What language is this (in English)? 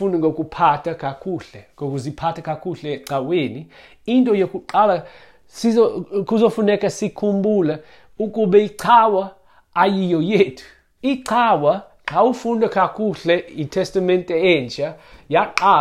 Xhosa